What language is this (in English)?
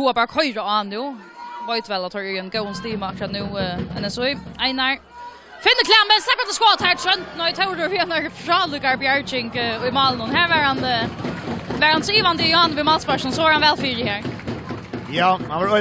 Faroese